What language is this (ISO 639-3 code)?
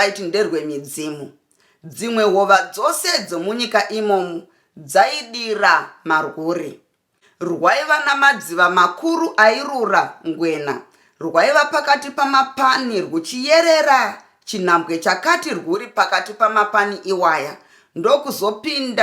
sna